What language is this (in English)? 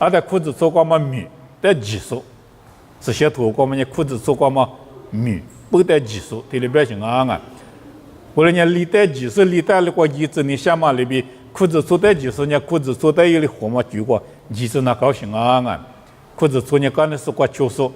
Lisu